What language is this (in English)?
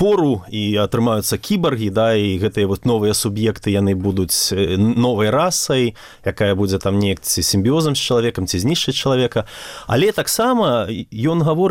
Belarusian